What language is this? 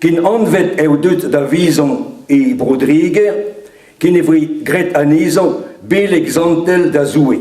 Breton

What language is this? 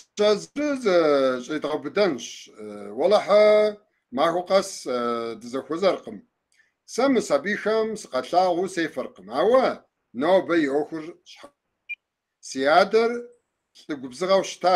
Kabardian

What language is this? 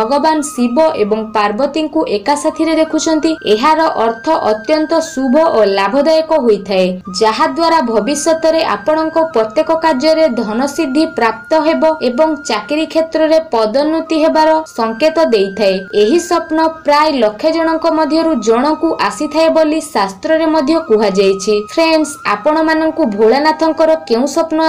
Odia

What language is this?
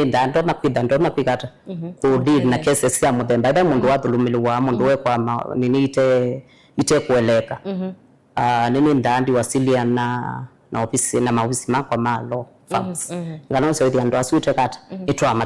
Kamba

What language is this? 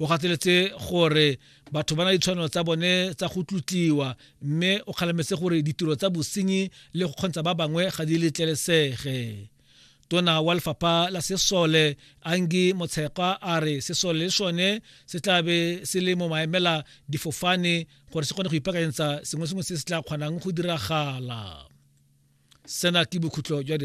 Tswana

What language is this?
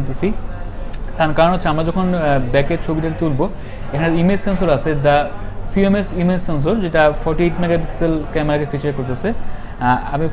Bangla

